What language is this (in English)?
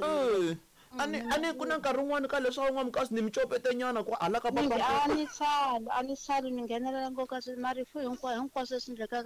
Tsonga